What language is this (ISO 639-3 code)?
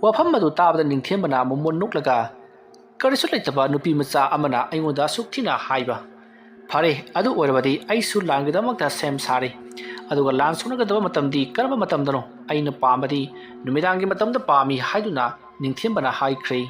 mni